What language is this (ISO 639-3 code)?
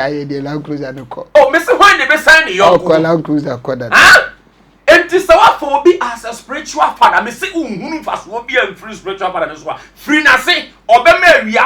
aka